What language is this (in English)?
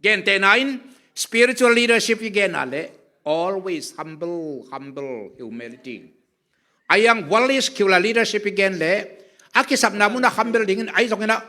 Tedim Chin